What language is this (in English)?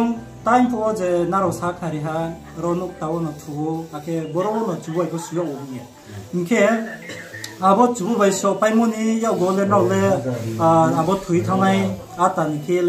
Riang (India)